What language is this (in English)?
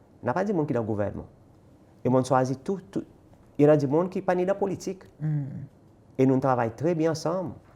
Seselwa Creole French